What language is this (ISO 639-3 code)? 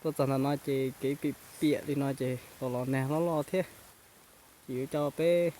hmn